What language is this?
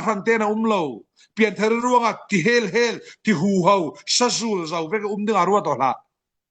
Falam Chin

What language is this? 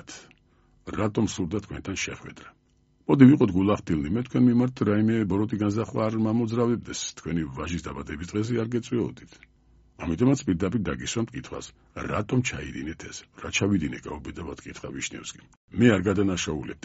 Georgian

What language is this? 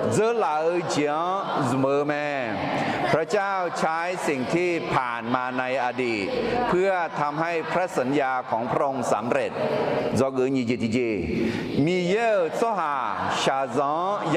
Akha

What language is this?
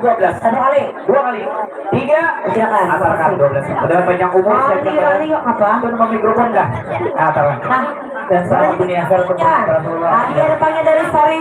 Banjar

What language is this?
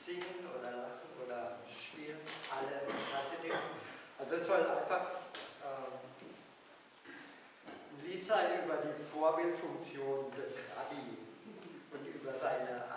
German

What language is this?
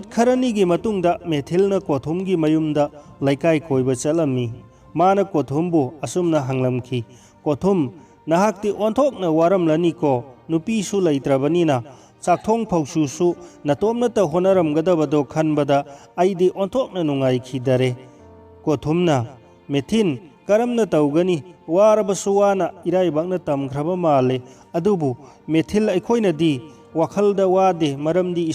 Manipuri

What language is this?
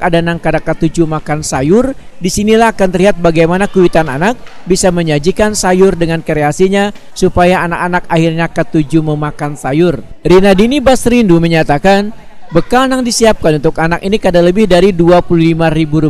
Banjar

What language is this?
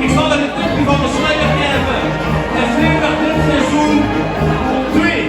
Limburgish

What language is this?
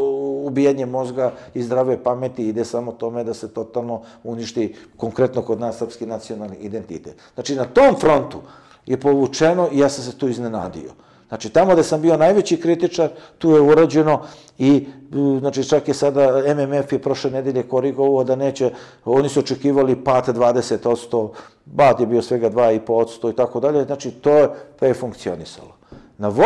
Serbian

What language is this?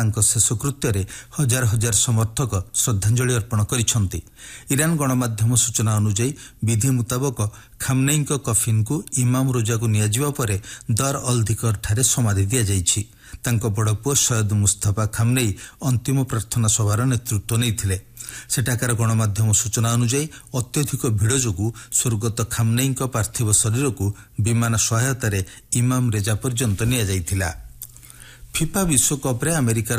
Odia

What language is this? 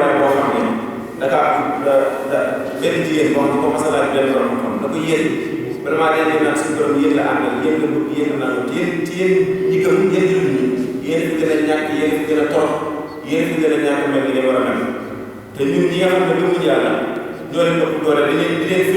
Wolof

